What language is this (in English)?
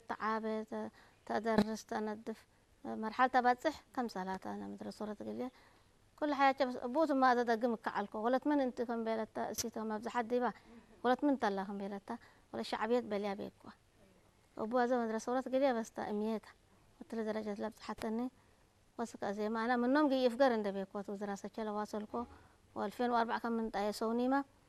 Tigre